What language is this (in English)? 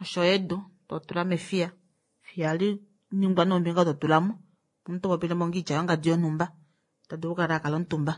Kuanyama